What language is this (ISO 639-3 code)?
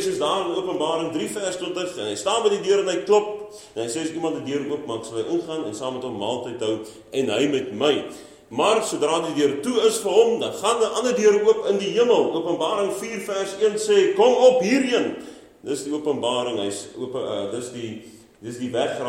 afr